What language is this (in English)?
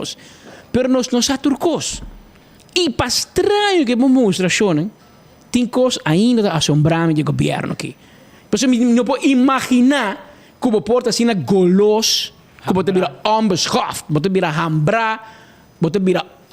Papiamento